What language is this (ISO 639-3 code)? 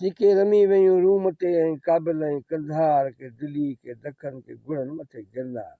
snd